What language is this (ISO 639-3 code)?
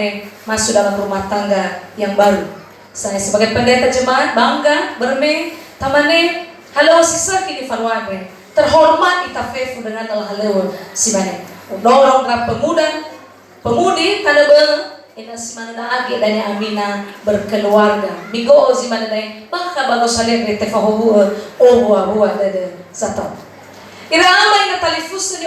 nia